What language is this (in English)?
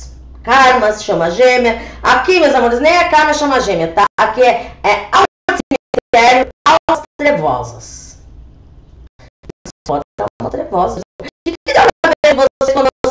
Portuguese